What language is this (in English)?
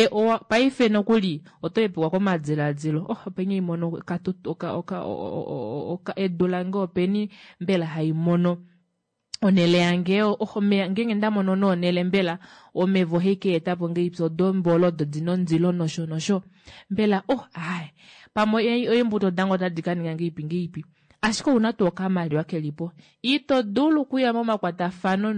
Kuanyama